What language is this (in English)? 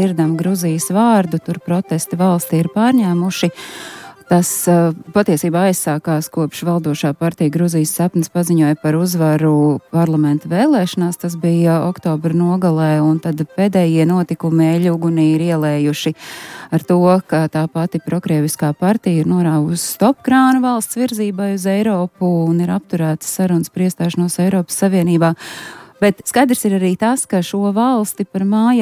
Latvian